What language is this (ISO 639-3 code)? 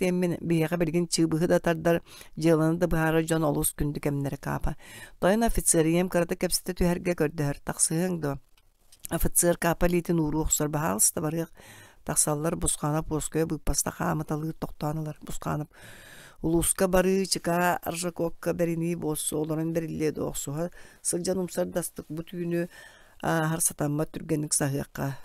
sah